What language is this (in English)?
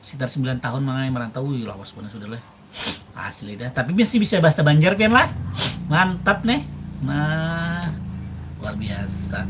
Banjar